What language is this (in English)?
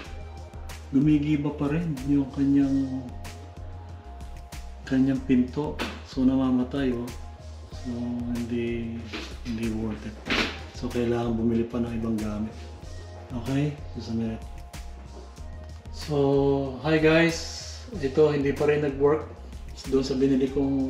Filipino